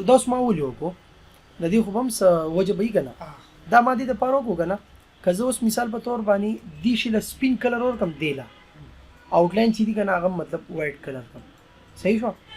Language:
Pashto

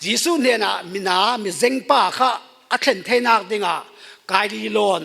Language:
Falam Chin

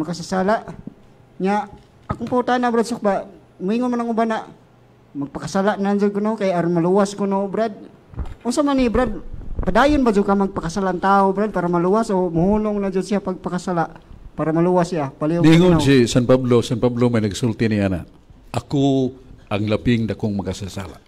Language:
Cebuano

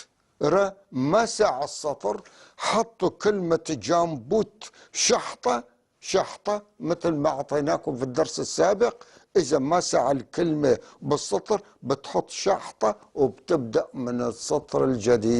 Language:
North Levantine Arabic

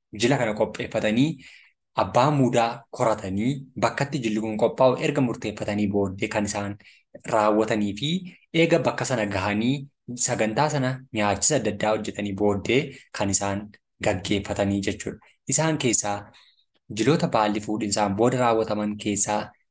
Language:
Oromo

